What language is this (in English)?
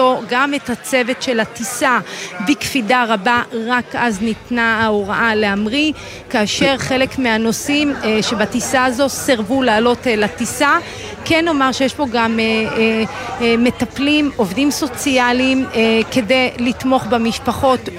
Hebrew